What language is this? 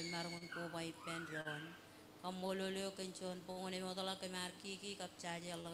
Marshallese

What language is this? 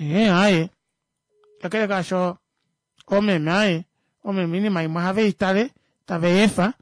Kuanyama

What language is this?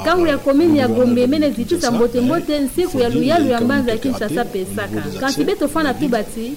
Kituba (Democratic Republic of Congo)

